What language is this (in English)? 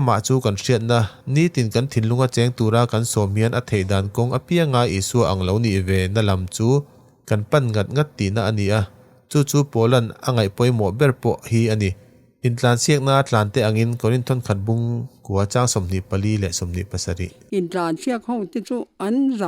Mizo